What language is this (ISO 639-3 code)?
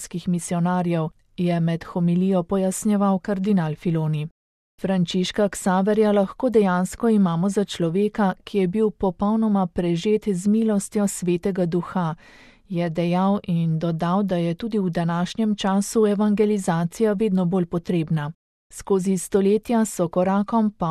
slv